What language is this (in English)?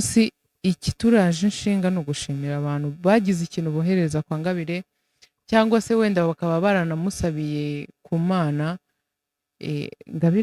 Kinyarwanda